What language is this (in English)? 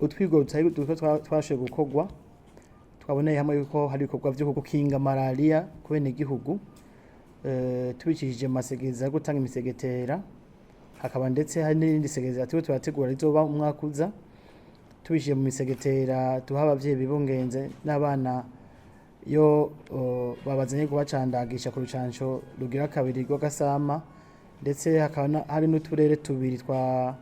Rundi